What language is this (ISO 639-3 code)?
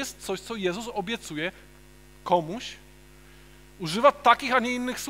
pol